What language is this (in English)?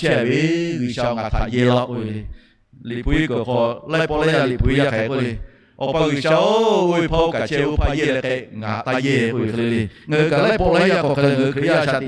Lahu